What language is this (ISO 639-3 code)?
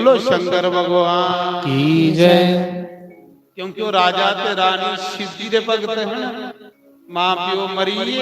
doi